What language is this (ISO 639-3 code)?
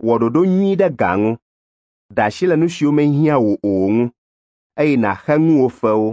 ewe